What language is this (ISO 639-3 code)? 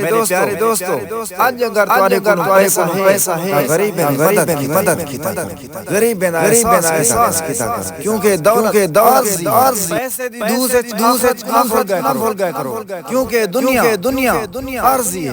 skr